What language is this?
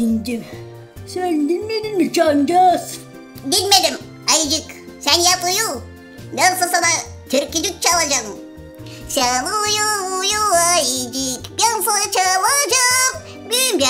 Gagauz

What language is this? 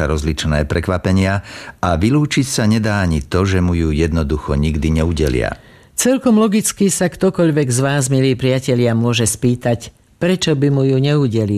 Slovak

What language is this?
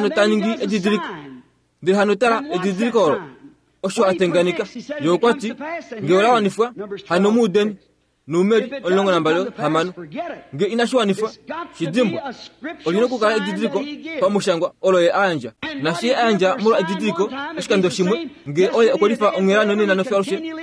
Kuanyama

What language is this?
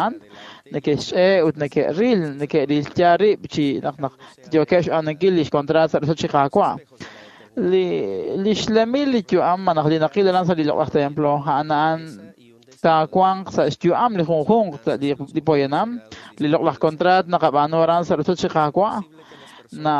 Kekchí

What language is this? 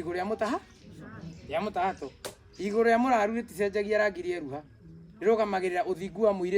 Kikuyu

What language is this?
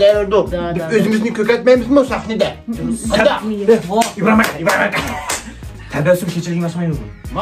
Uyghur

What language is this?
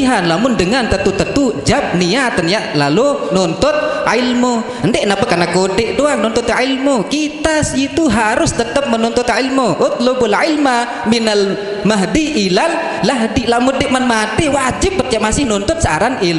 Sasak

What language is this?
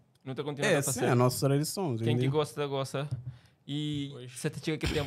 Kabuverdianu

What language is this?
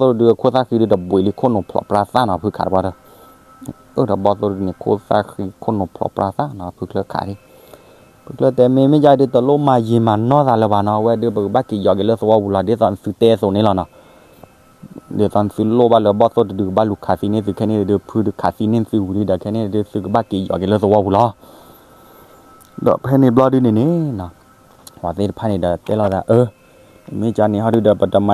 S'gaw Karen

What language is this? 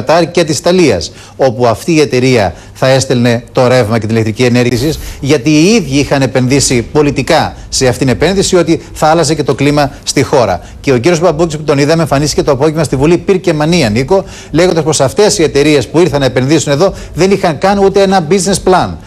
Greek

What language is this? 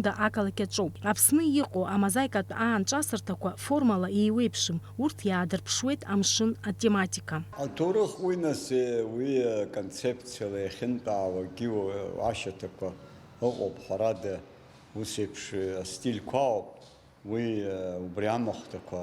Abkhazian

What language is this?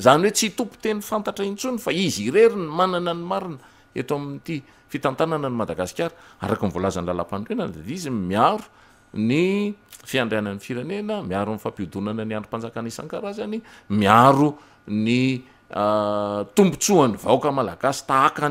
Malagasy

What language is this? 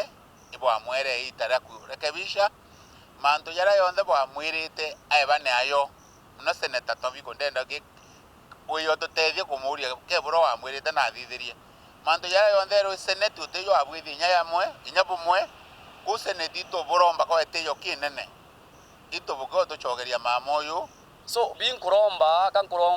Meru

